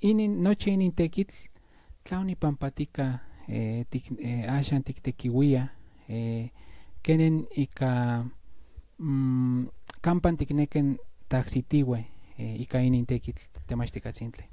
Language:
Central Nahuatl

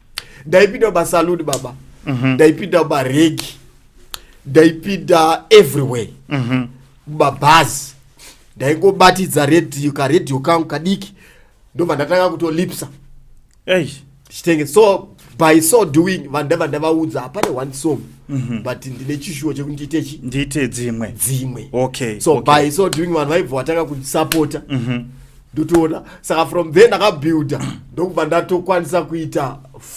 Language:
Shona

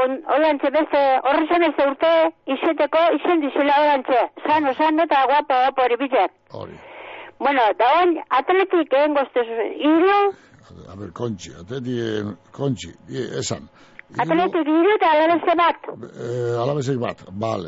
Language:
Basque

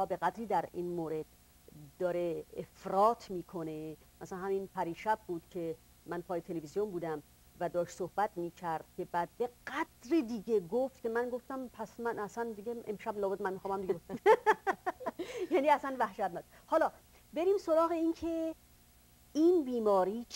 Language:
Persian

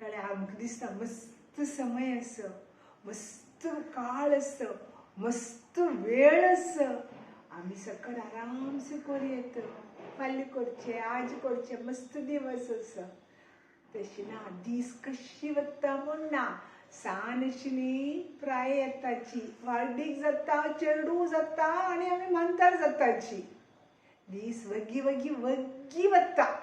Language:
Konkani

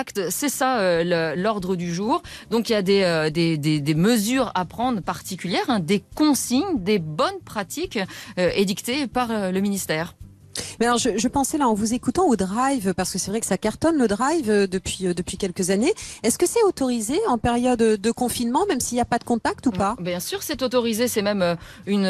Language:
French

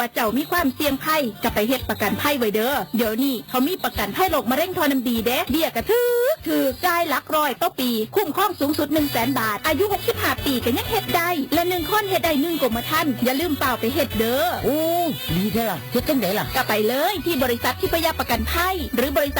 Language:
Northeastern Thai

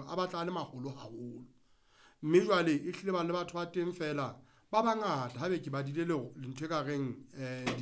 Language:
Southern Sotho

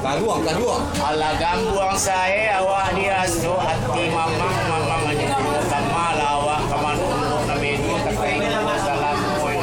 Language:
Minangkabau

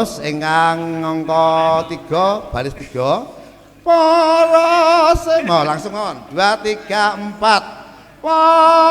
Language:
Javanese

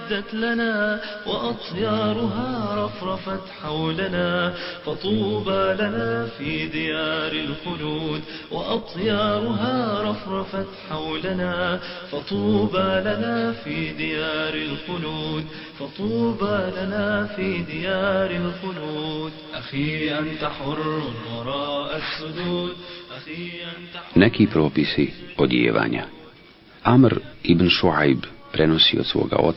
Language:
Bosnian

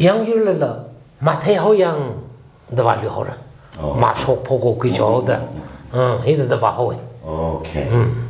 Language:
Tangkhul Naga (India)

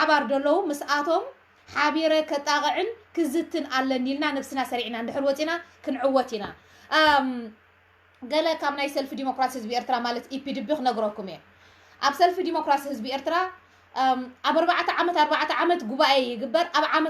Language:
Tigrinya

